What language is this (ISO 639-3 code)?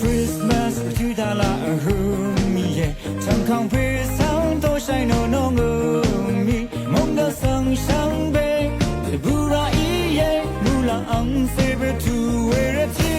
raw